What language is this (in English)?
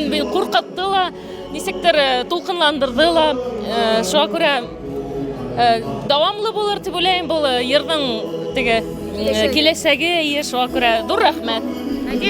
Tatar